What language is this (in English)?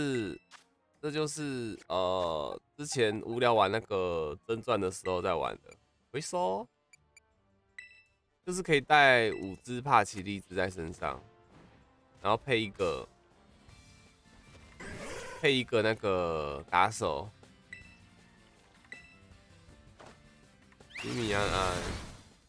Chinese